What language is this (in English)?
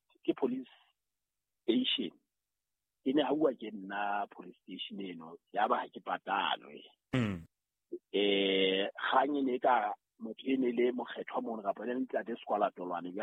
Southern Sotho